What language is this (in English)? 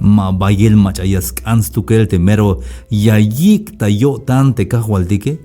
Tzeltal